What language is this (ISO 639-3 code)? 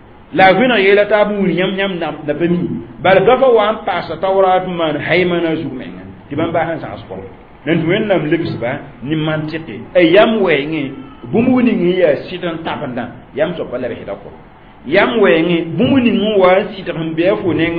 mos